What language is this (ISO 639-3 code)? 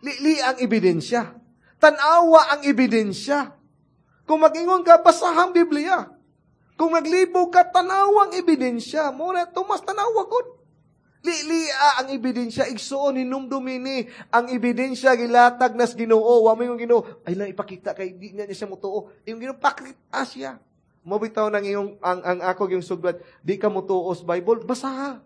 ceb